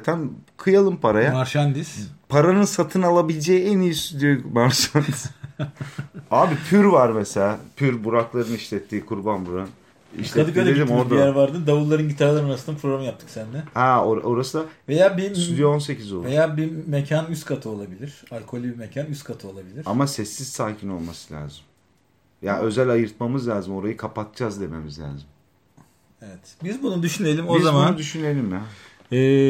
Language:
Turkish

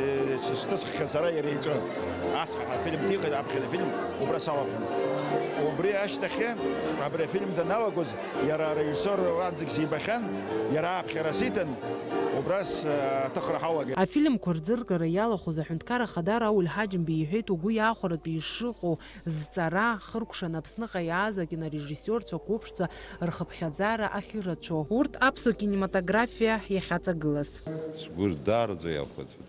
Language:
Abkhazian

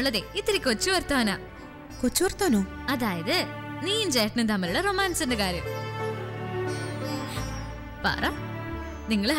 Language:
Malayalam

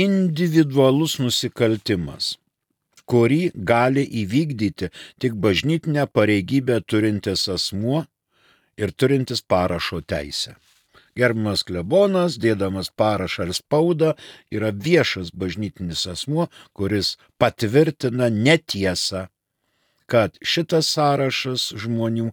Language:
Lithuanian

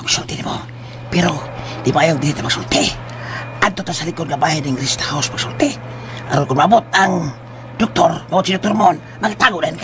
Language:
Cebuano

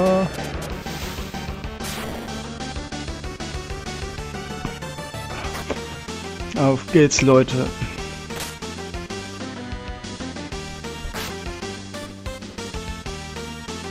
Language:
German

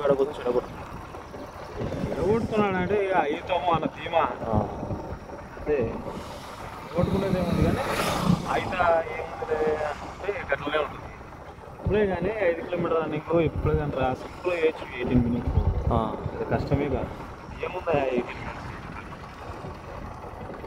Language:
Telugu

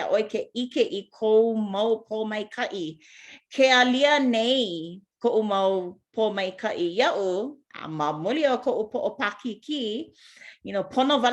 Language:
Hawaiian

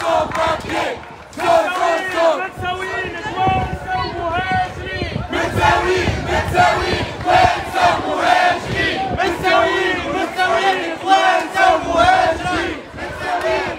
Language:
Tunisian Arabic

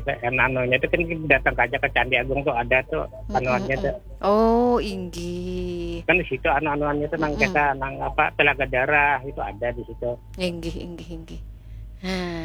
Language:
Banjar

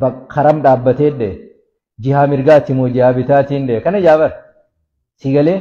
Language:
Oromo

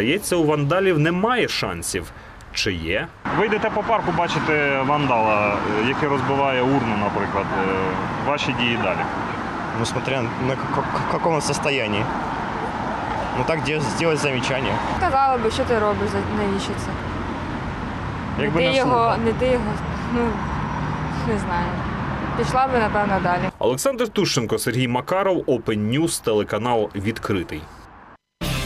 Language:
Ukrainian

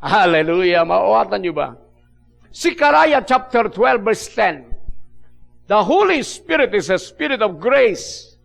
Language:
Iloko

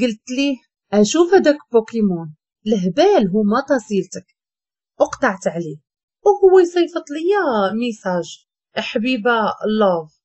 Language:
Moroccan Arabic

